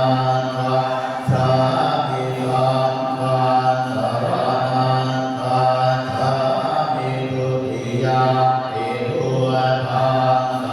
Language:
Pali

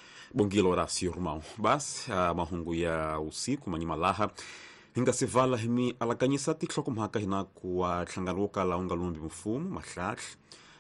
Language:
Tsonga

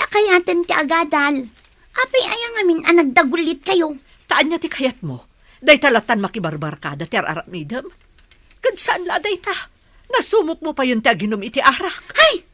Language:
Iloko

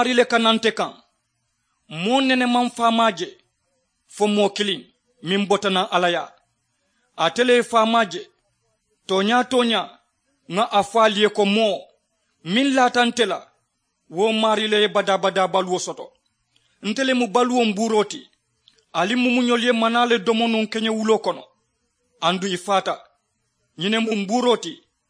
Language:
Mandingo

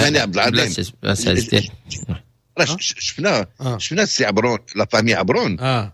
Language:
Moroccan Arabic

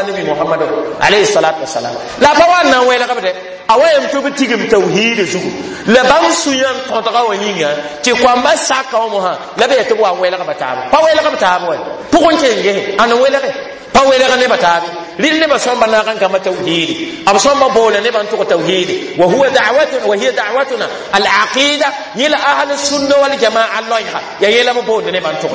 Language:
Mossi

